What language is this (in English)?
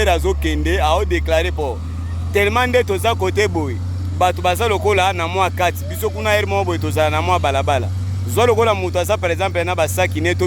Lingala